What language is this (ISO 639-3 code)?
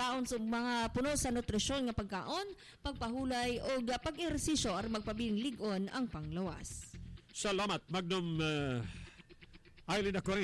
ceb